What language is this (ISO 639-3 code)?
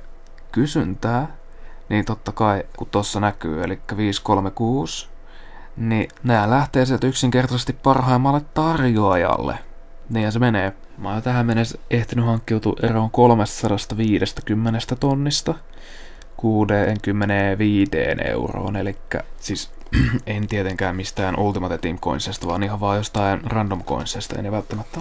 fin